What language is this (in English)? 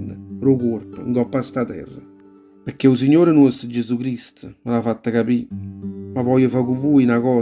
Neapolitan